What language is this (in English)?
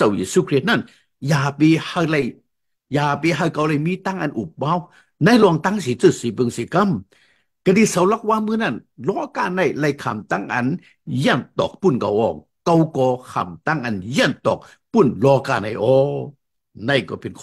Shan